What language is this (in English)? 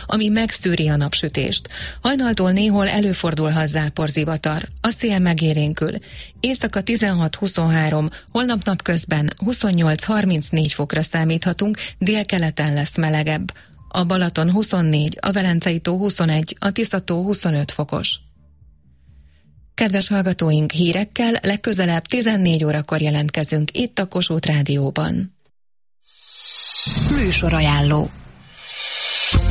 Hungarian